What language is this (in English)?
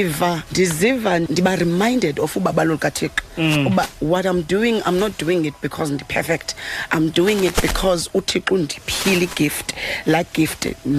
Xhosa